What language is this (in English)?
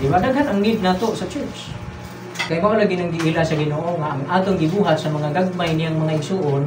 Cebuano